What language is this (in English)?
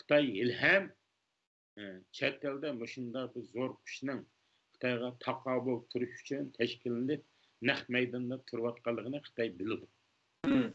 Uyghur